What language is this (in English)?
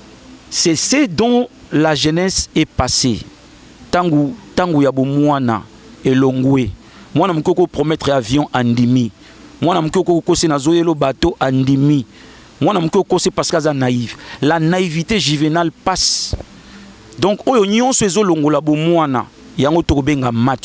Lingala